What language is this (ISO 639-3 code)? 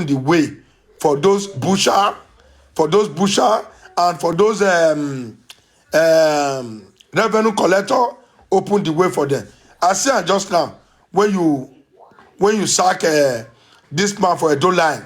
pcm